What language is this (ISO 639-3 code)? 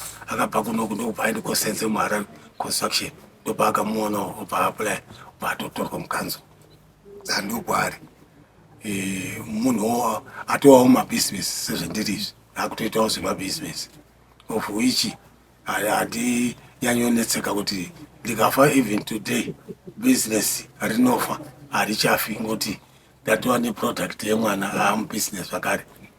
sna